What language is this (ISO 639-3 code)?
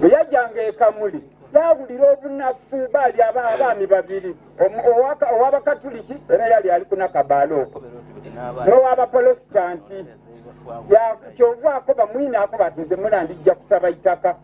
xog